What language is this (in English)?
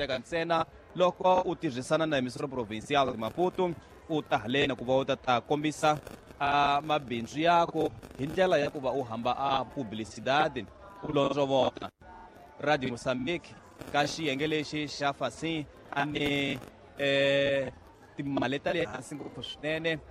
Tsonga